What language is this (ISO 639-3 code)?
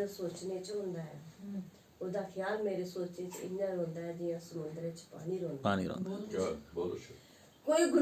doi